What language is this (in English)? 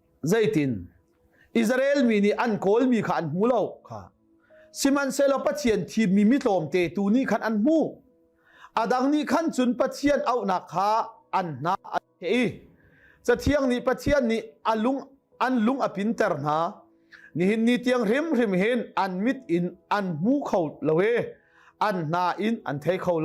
Hakha Chin